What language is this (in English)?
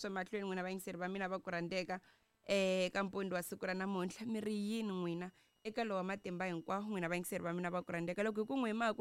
Tsonga